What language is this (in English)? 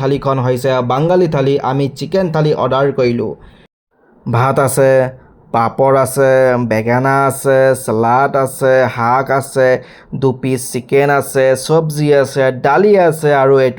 Assamese